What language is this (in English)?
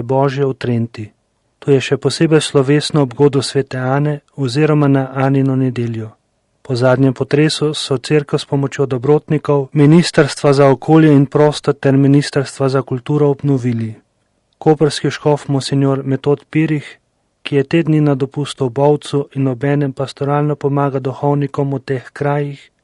Slovenian